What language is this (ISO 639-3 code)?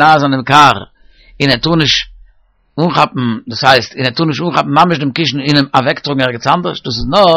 yid